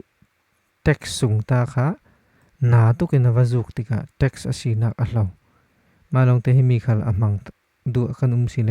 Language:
Falam Chin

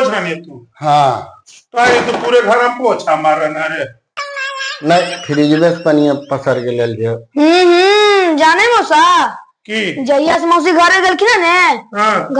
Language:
Magahi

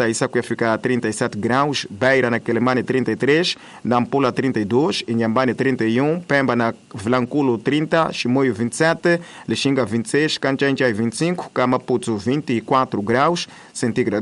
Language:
Tsonga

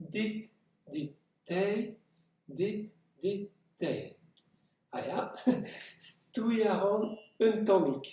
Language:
Breton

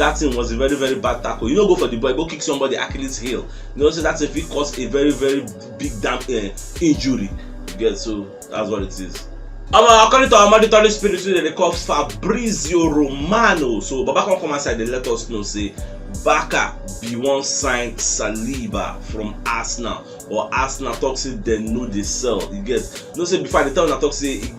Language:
Nigerian Pidgin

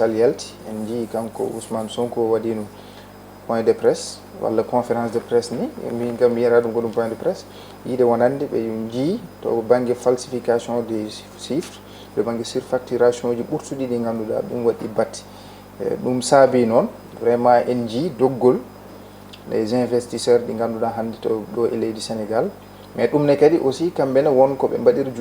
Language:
Fula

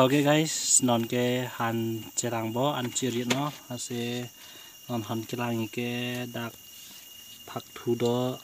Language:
Karbi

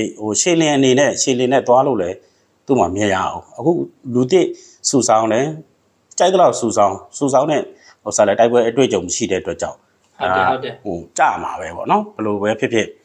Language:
Burmese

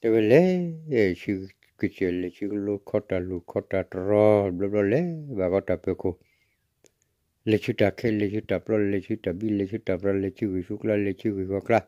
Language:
S'gaw Karen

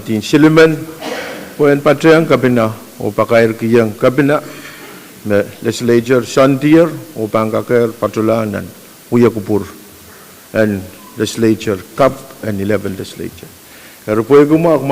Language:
Pohnpeian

